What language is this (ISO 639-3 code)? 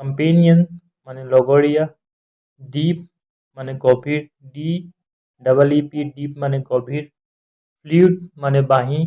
asm